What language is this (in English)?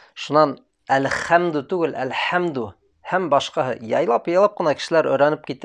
Bashkir